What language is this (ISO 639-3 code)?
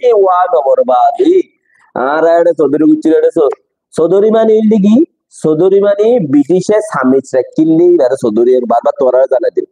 rhg